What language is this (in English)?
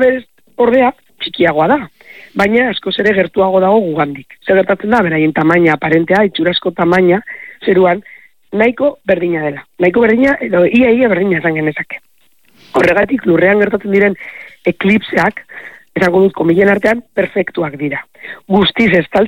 Basque